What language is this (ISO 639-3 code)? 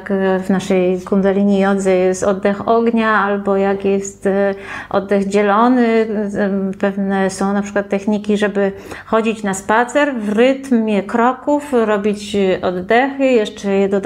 pol